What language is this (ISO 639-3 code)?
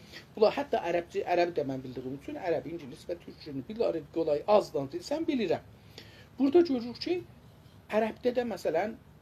azb